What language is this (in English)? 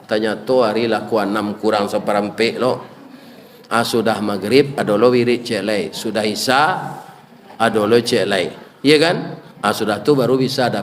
Minangkabau